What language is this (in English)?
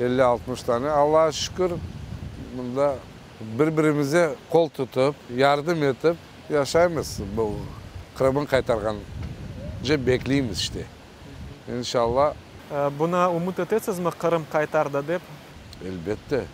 Crimean Tatar